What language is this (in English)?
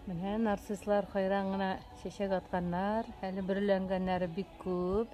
Tatar